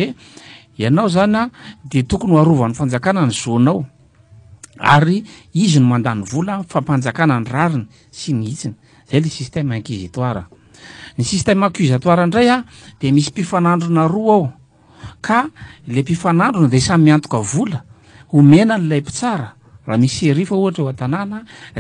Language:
Malagasy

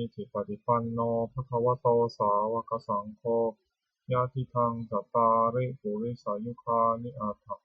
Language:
Pali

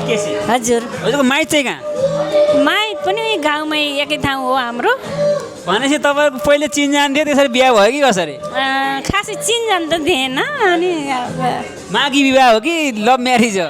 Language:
Nepali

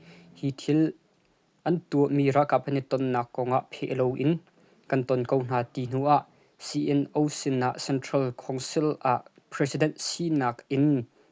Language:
Hakha Chin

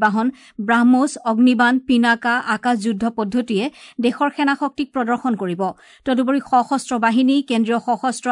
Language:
Assamese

